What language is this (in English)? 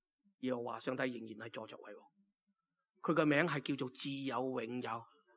Cantonese